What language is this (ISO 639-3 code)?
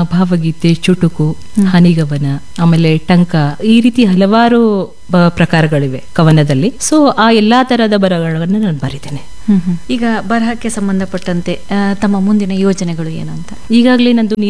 kan